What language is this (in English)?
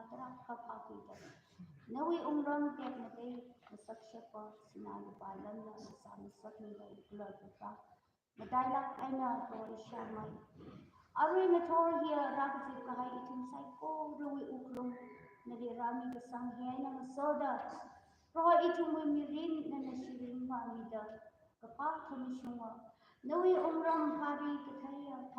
Tangkhul Naga (India)